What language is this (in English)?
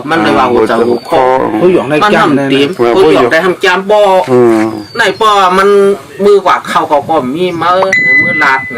Shan